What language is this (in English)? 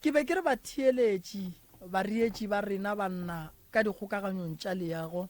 Northern Sotho